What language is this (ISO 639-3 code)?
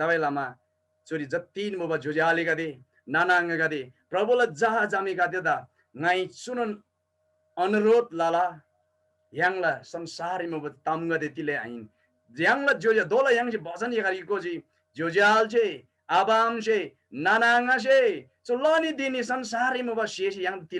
taj